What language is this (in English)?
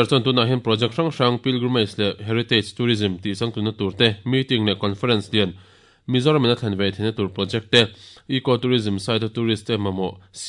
Mizo